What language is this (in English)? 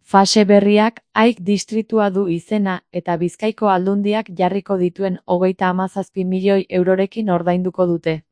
Basque